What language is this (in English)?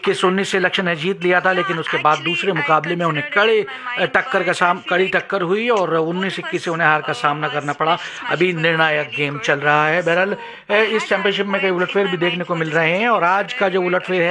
Hindi